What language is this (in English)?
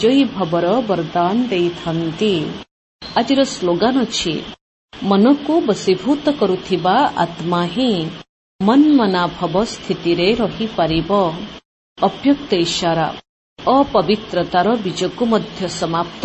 Odia